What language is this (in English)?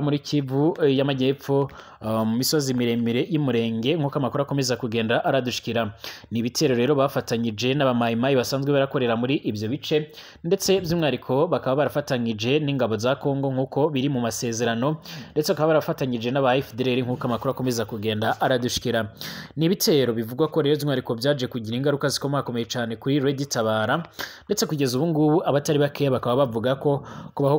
Rundi